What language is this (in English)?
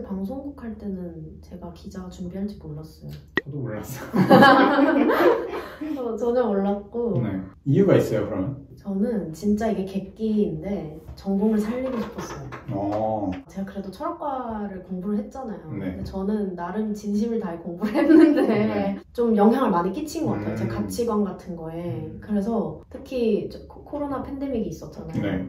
Korean